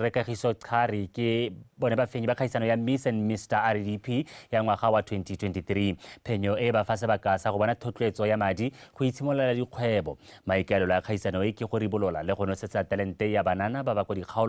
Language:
Tswana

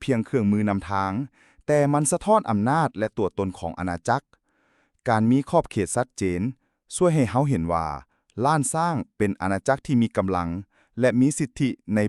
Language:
Lao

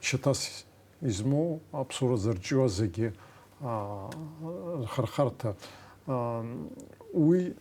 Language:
Abkhazian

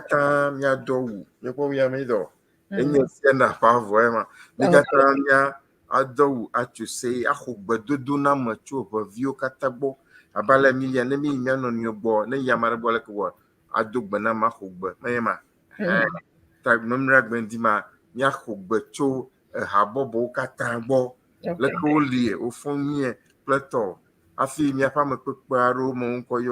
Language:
Ewe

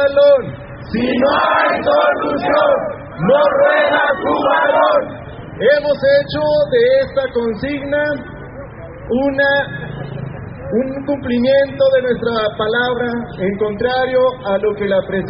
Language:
Spanish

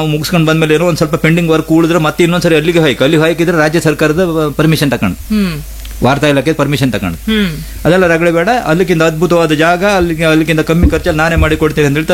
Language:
Kannada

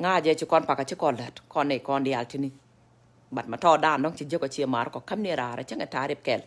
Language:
Nuer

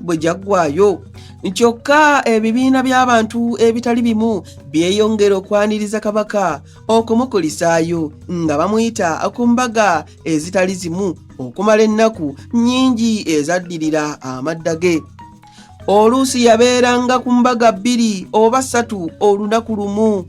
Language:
Ganda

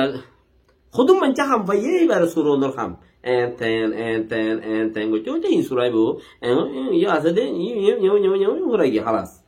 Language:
Rohingya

